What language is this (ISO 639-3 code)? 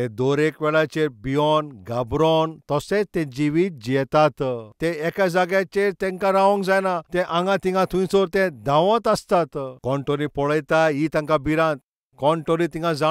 kok